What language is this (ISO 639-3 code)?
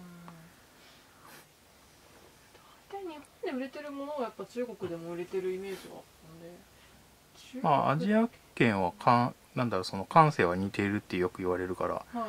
jpn